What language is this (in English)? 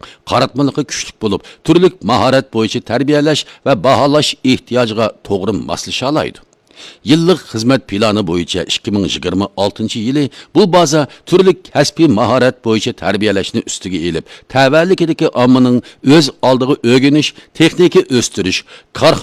Uyghur